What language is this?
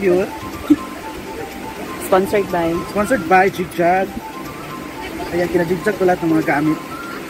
Filipino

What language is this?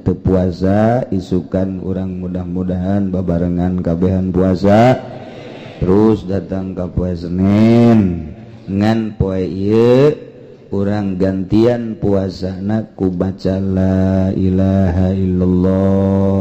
Sundanese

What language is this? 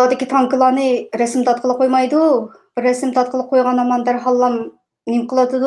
Uyghur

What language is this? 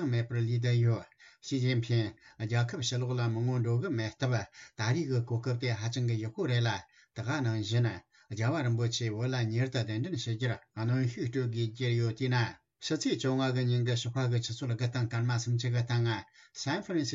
Tibetan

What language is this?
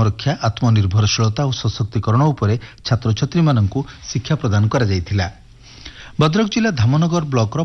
Odia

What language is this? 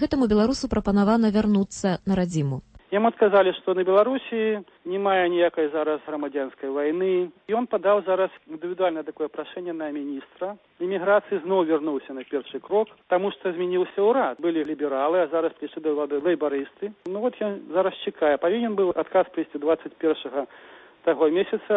Belarusian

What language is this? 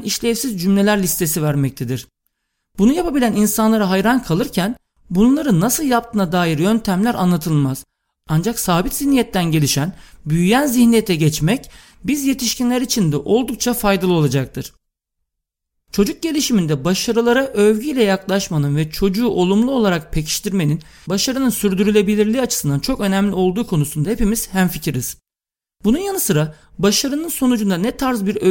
Turkish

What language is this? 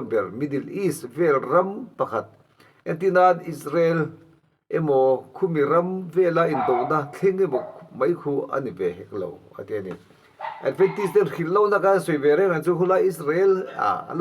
Mizo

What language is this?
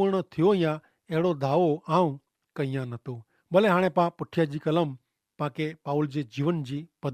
Kachhi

